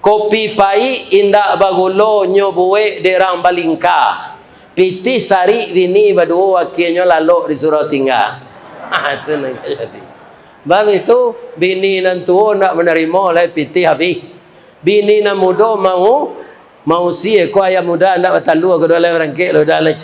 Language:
Minangkabau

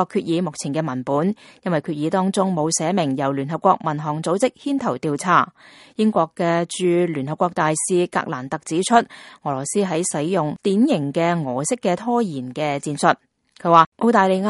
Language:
Cantonese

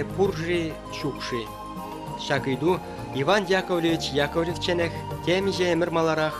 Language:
Chuvash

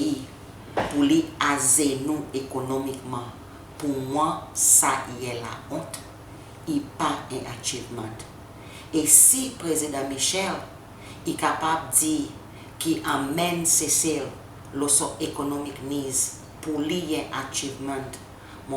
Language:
Seselwa Creole French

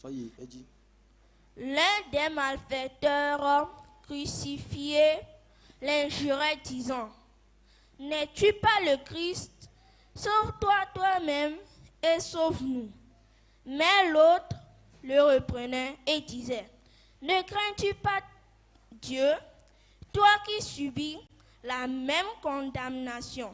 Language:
Ewe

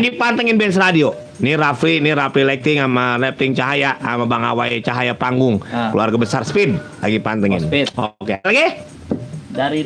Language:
Betawi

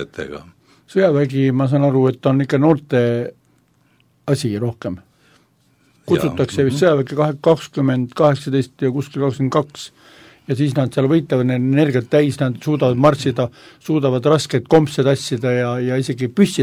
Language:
Estonian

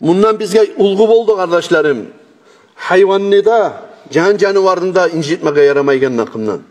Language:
Kumyk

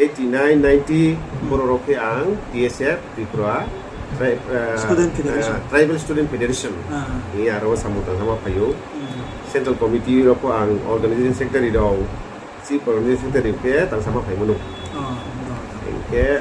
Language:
Riang (India)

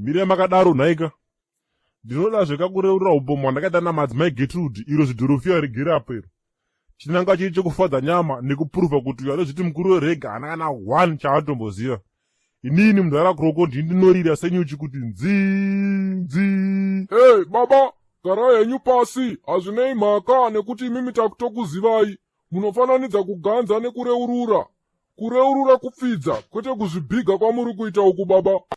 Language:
Shona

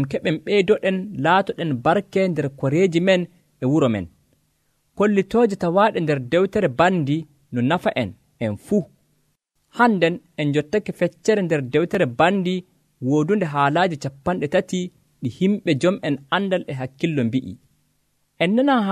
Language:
Nigerian Fulfulde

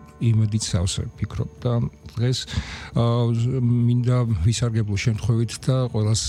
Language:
Georgian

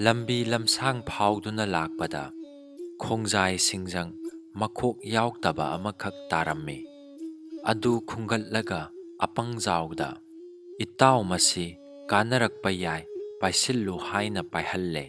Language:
Manipuri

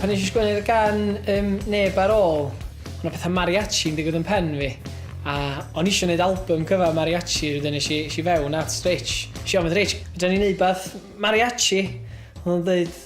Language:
Welsh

